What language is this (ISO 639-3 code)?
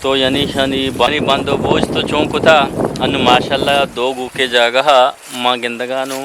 bgp